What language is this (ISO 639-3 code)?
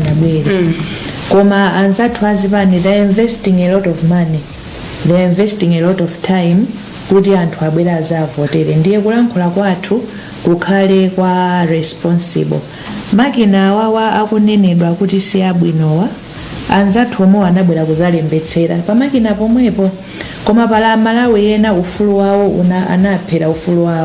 nya